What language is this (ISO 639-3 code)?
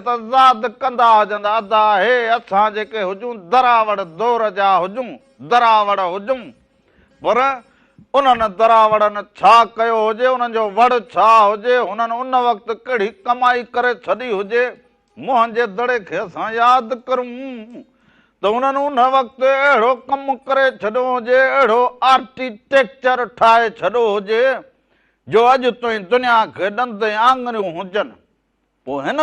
snd